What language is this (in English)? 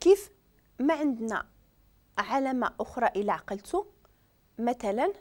Moroccan Arabic